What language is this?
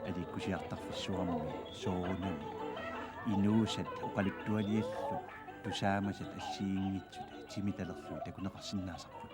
Kalaallisut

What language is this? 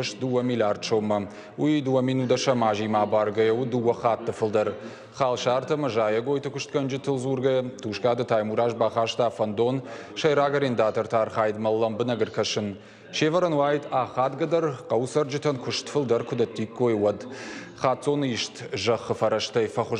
Ossetic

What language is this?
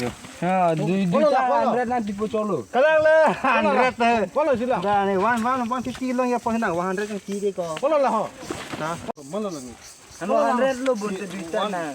Karbi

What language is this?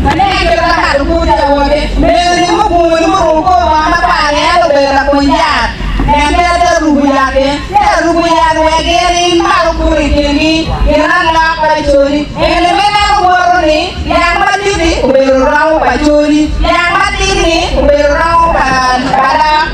Acoli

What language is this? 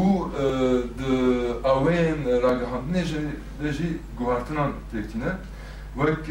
Kurdish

